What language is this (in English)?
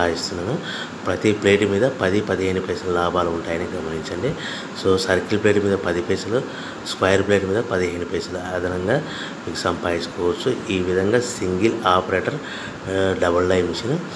Telugu